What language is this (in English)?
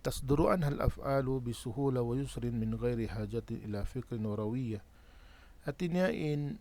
Tausug